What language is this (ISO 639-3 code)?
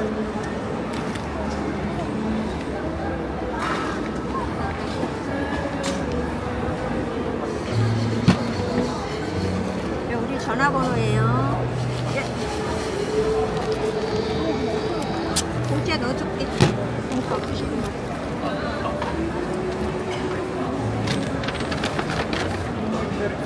kor